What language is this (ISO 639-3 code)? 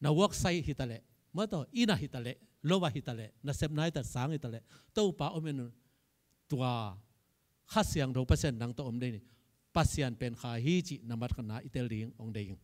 ctd